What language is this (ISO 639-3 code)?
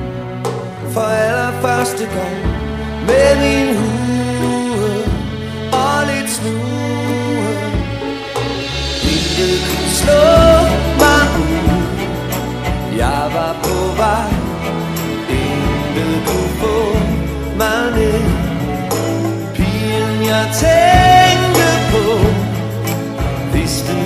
dan